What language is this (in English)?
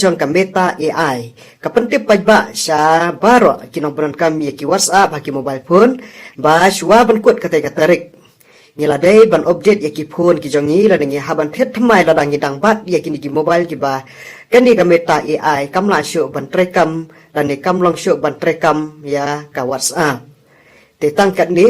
Khasi